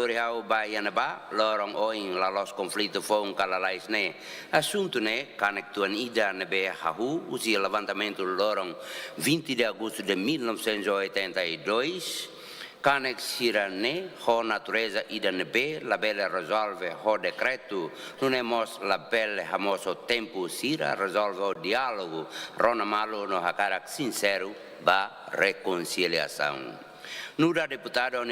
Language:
Tetum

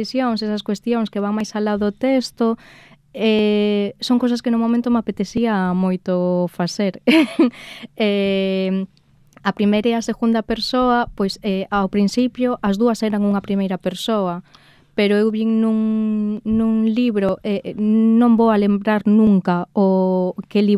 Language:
Galician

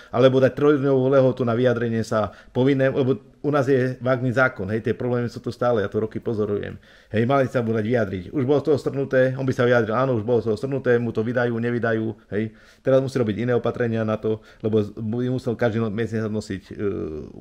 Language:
Slovak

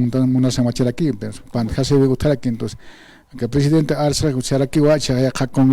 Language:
Aymara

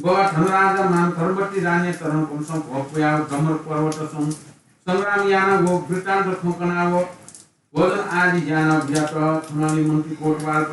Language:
Newari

